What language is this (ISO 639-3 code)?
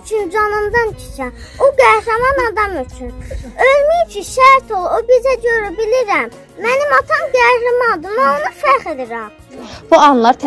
aze